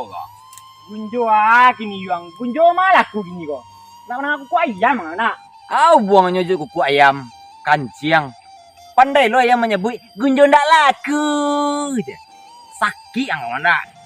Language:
Minangkabau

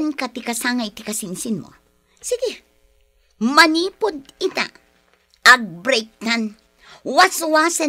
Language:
Iloko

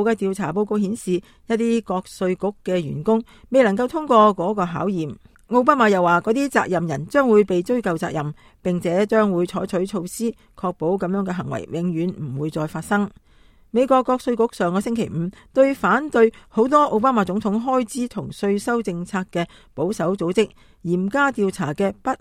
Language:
Cantonese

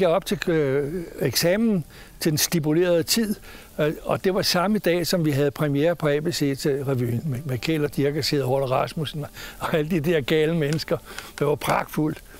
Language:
Danish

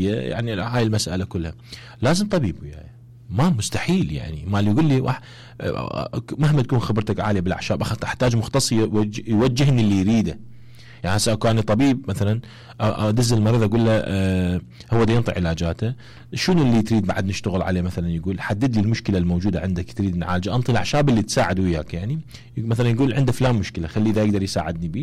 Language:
Mesopotamian Arabic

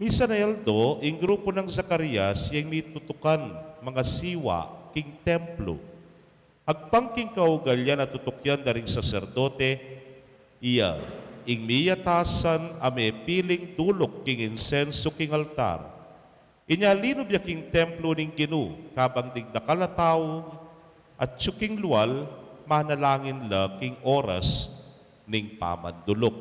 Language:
Pampanga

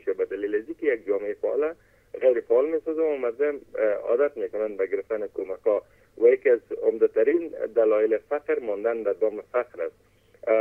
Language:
Persian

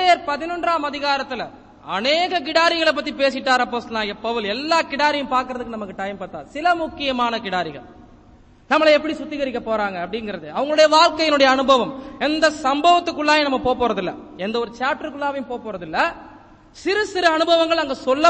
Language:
Tamil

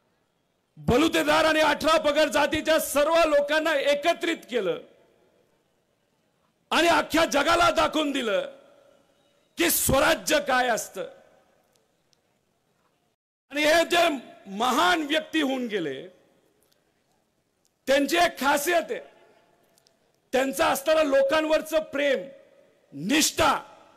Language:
Marathi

